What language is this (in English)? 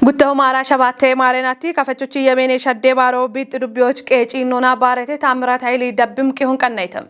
Kafa